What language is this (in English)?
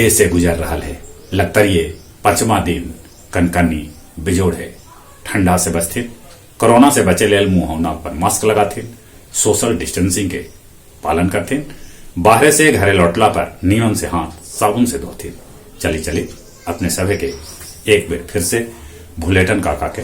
Magahi